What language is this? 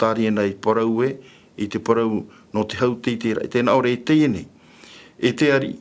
Tahitian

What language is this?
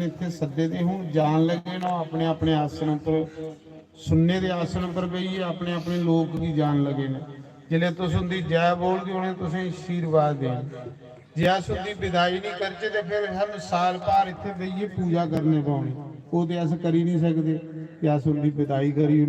Dogri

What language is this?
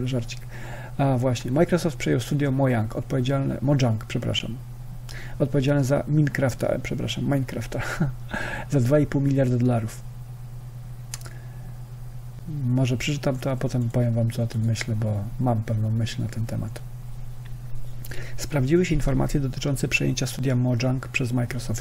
Polish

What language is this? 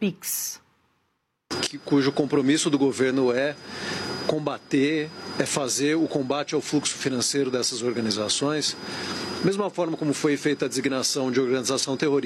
Portuguese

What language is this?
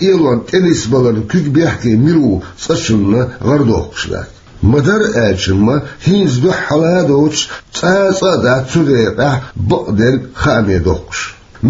Chechen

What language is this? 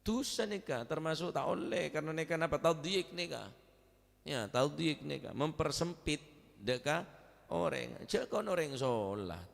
Madurese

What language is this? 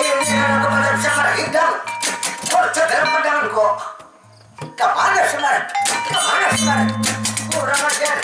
Banjar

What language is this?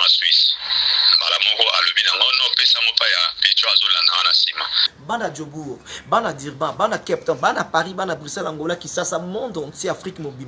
Lingala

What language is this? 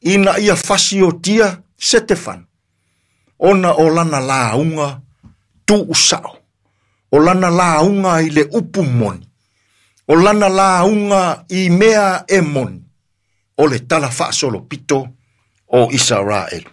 Samoan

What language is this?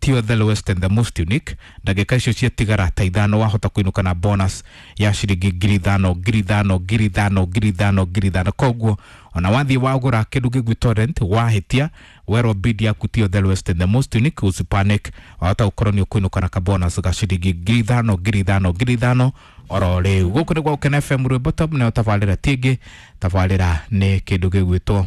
Kikuyu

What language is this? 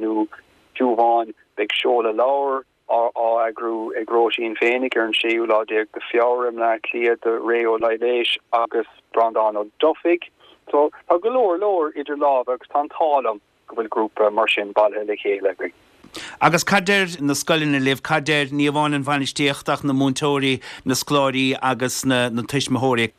Irish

